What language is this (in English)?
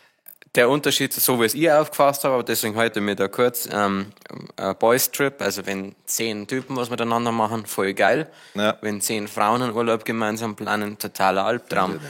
Bavarian